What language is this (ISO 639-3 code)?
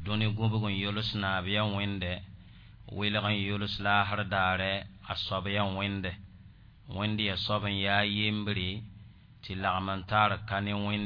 mos